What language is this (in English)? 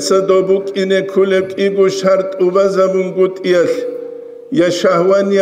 Avaric